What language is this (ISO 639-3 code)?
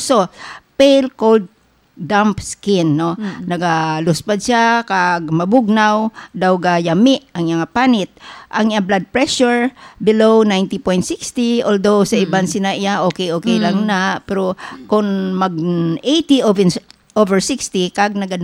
hil